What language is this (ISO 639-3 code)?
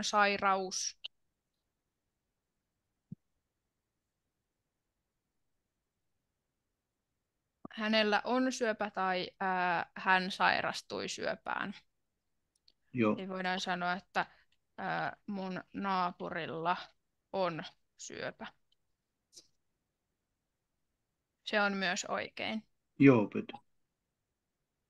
fin